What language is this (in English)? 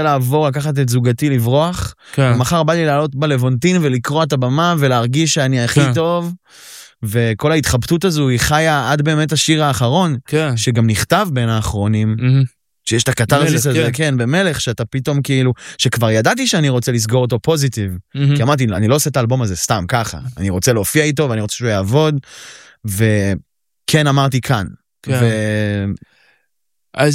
Hebrew